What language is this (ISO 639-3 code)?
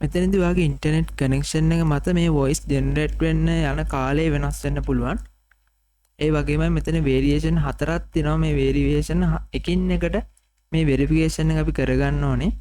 sin